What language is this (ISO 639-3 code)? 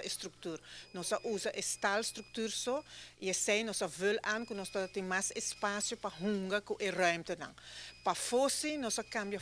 pap